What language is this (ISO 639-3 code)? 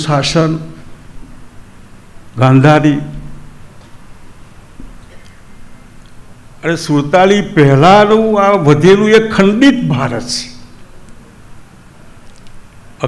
guj